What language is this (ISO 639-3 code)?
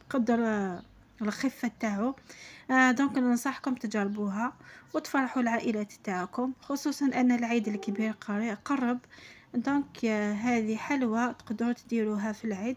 arq